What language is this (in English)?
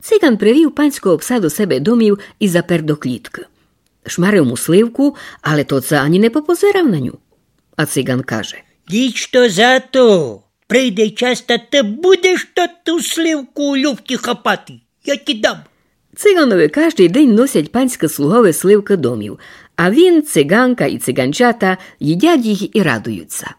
Rusyn